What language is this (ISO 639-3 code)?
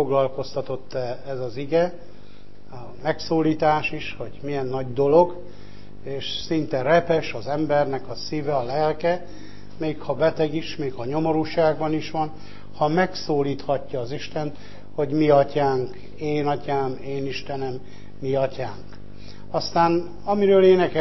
hun